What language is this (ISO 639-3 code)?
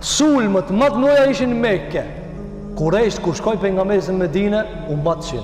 sqi